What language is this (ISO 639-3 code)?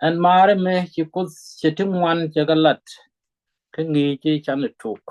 nus